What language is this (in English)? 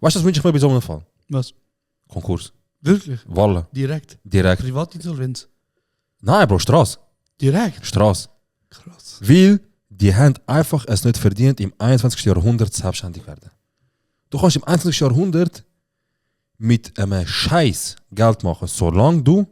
Swiss German